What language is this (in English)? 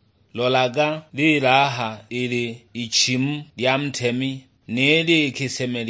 Sukuma